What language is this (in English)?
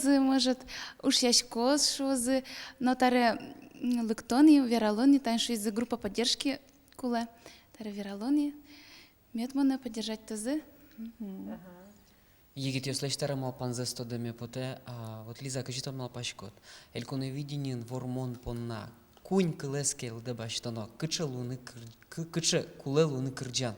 Udmurt